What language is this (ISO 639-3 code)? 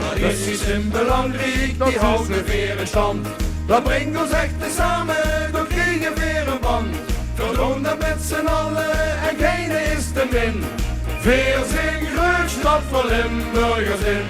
lim